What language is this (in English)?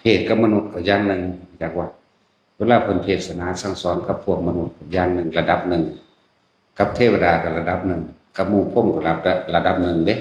Lao